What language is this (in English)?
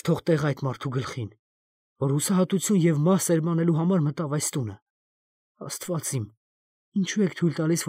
Armenian